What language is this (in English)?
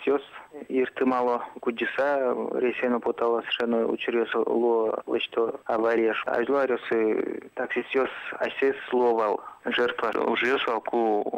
Udmurt